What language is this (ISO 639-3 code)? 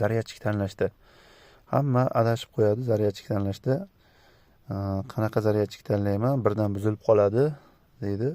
uzb